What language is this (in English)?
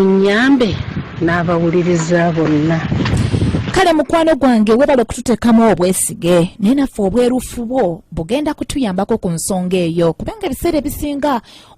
Ganda